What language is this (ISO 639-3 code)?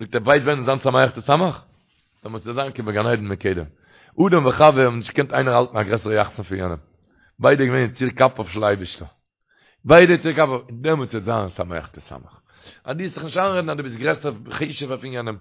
yid